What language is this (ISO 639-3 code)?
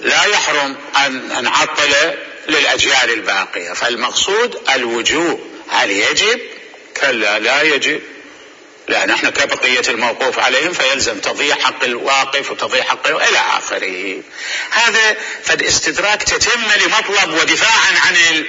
acm